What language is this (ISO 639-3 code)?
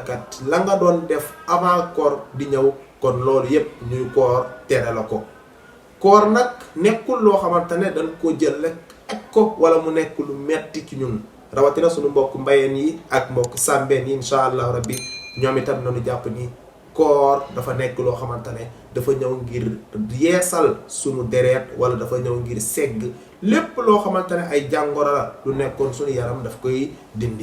wol